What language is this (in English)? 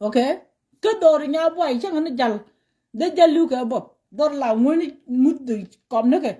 Nuer